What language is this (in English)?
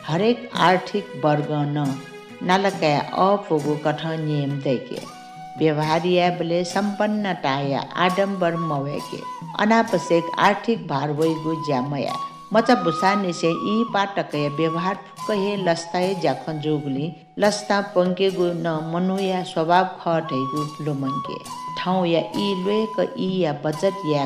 Newari